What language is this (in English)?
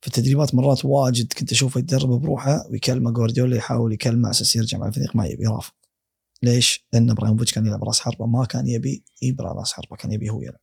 Gulf Arabic